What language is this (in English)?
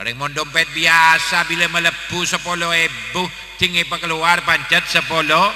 Madurese